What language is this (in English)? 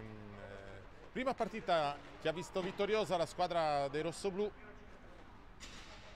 Italian